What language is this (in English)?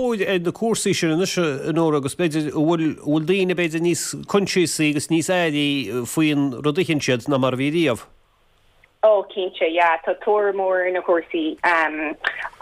Irish